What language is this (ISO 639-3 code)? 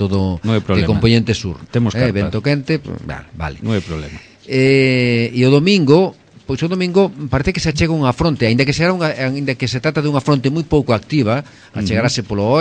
glg